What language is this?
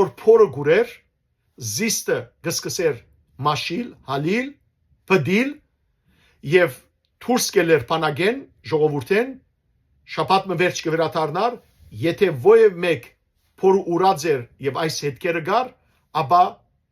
Western Armenian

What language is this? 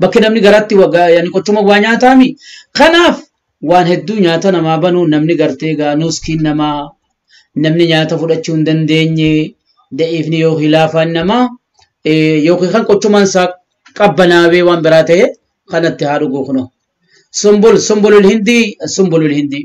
Oromo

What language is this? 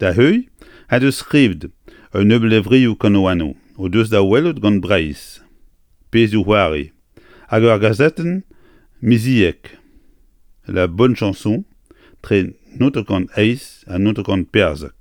Breton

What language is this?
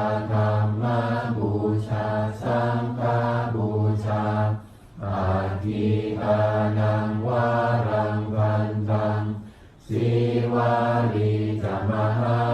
Pali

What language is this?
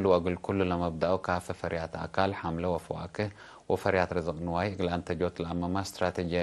Tigre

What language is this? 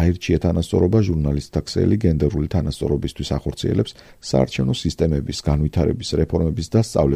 Georgian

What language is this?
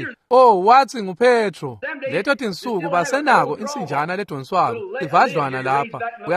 Swati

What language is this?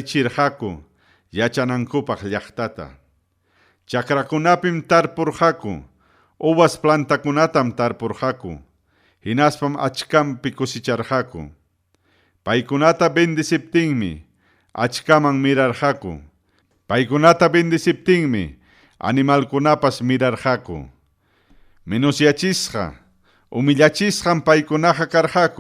Ayacucho Quechua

